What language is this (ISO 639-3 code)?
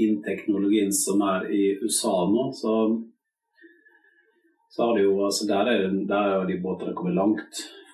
nor